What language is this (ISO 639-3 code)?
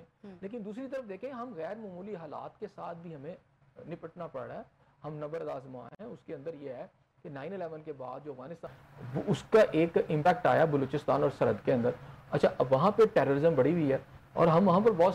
urd